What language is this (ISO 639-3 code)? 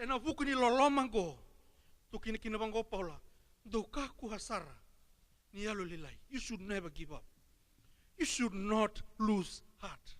fij